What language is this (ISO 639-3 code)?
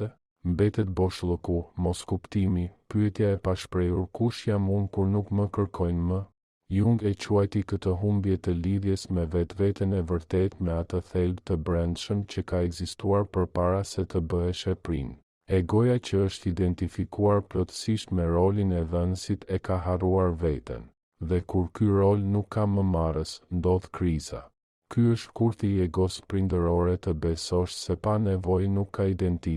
sqi